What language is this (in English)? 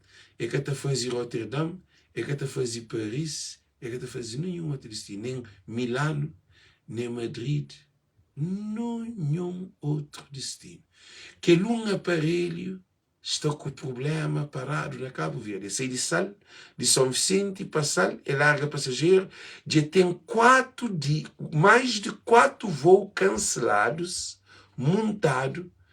Kabuverdianu